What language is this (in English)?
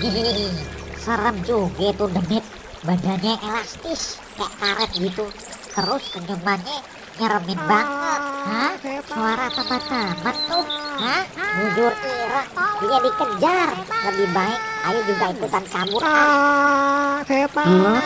Betawi